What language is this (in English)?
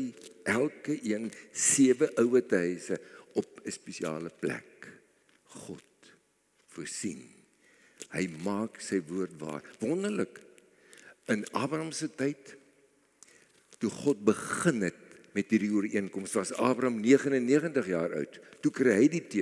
Afrikaans